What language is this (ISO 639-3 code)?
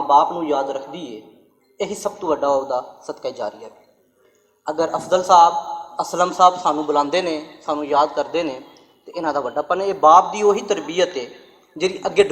lah